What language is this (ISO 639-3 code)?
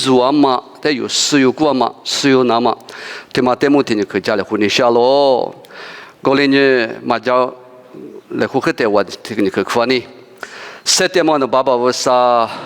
lis